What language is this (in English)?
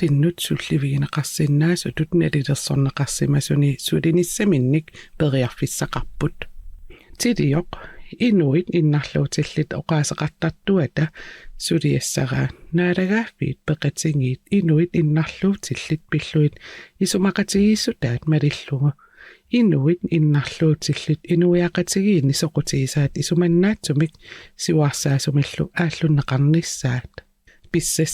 Kalaallisut